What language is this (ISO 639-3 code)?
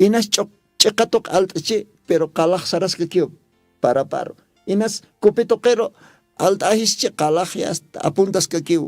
aym